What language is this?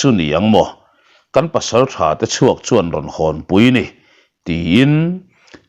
Mizo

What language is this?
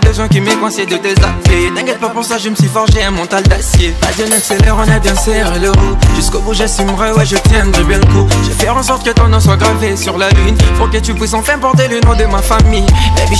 French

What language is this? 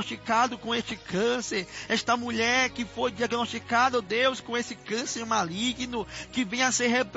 Portuguese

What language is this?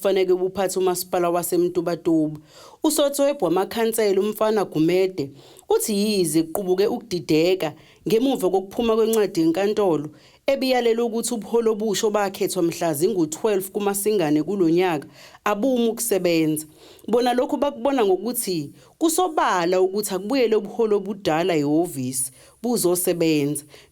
Zulu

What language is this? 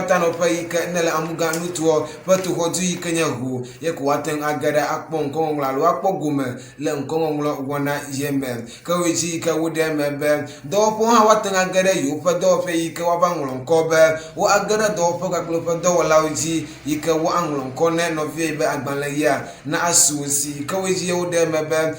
Ewe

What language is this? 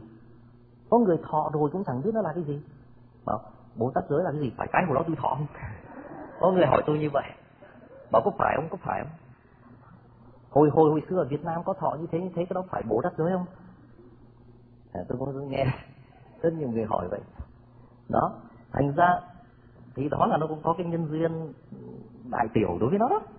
Vietnamese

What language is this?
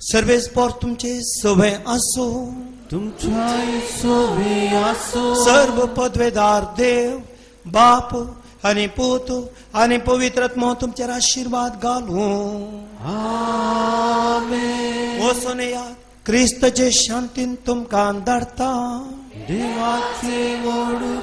Konkani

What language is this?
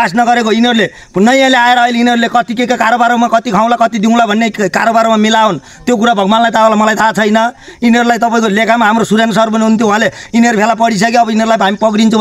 Nepali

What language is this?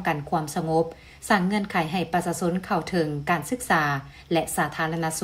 Lao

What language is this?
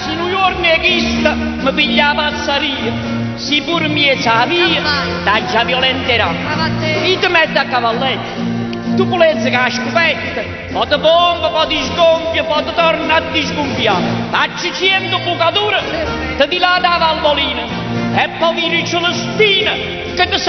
Neapolitan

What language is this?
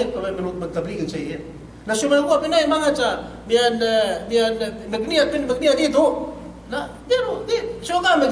Yakan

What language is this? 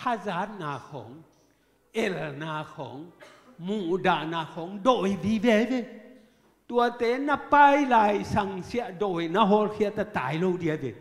Tedim Chin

